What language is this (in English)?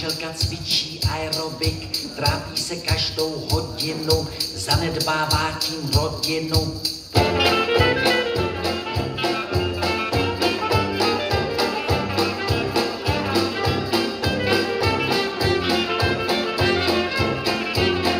Slovak